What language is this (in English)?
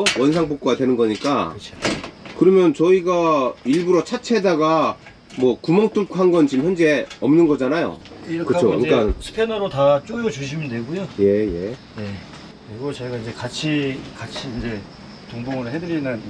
Korean